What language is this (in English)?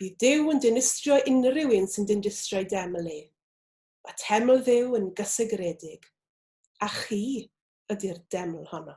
Welsh